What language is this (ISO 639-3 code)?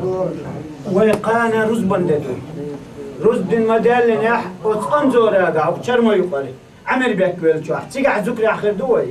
che